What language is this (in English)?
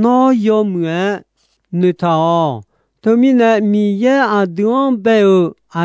Akha